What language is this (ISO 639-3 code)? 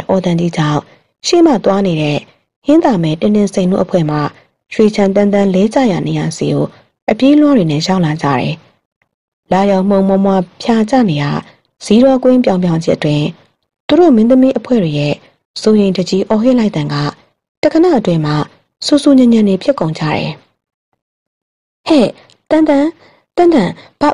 mya